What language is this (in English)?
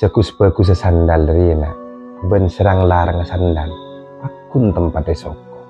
Madurese